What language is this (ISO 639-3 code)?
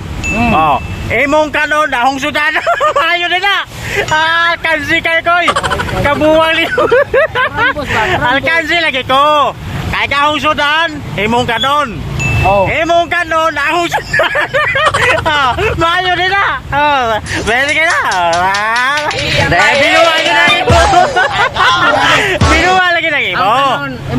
ceb